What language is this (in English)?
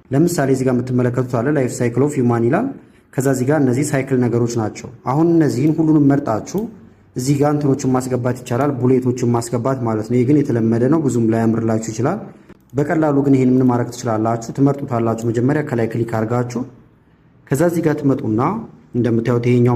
Amharic